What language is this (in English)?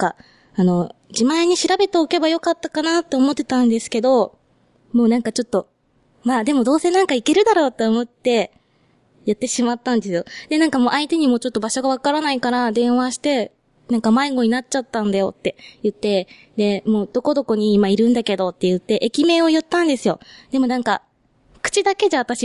Japanese